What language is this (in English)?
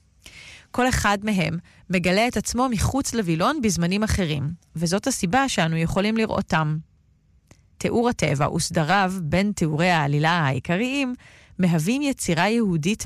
Hebrew